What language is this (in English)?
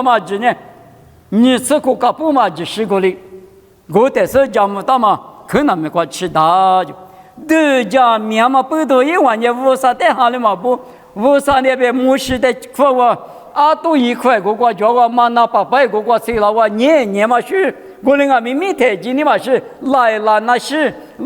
Lisu